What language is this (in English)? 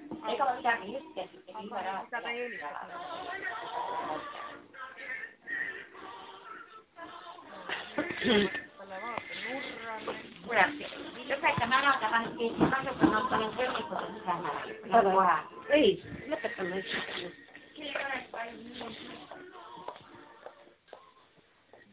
Estonian